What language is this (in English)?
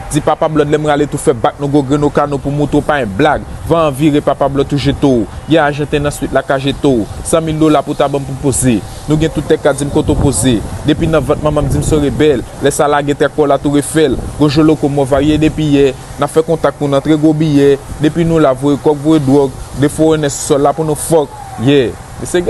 Haitian Creole